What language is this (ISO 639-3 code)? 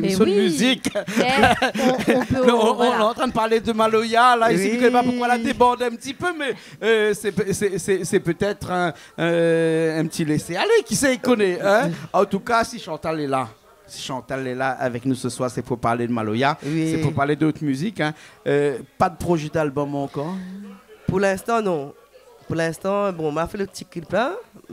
rcf